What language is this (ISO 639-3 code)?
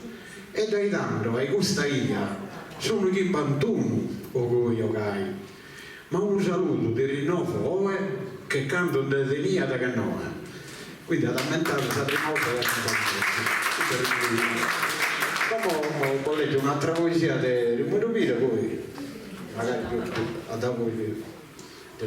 srd